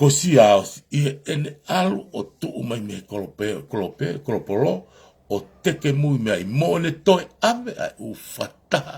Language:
Tongan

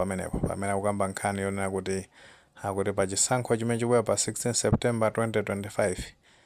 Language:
Nyanja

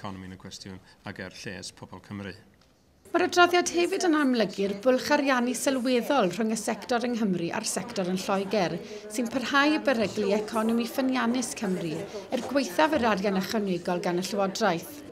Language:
Welsh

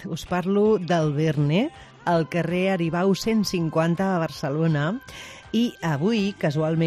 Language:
Catalan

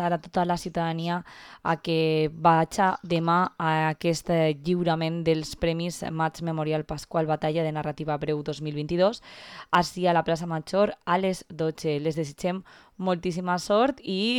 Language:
Catalan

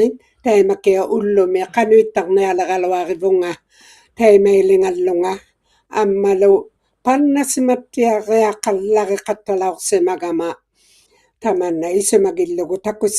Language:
Inuktitut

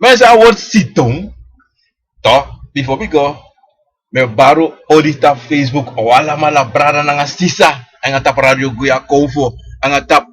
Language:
Sranan Tongo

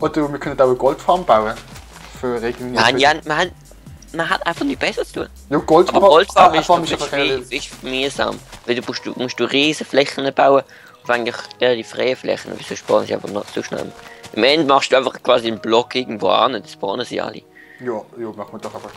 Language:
Swiss German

